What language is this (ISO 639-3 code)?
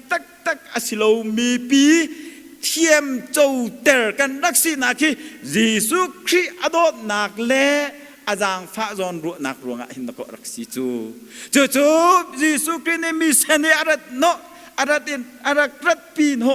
cnh